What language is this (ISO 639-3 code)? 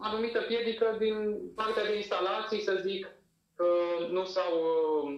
ron